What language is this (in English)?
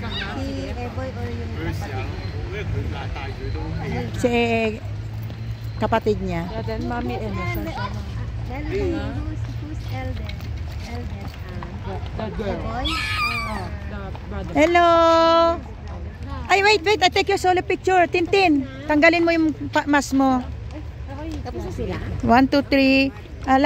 Filipino